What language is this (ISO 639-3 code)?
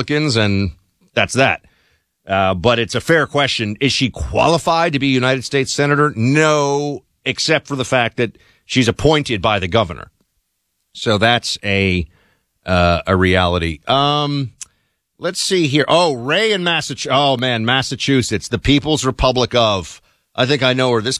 eng